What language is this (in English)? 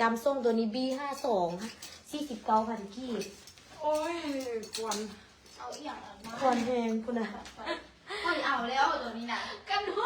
Lao